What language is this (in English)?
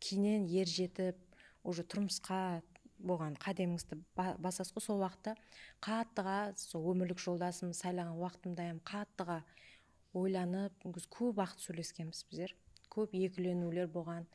Kara-Kalpak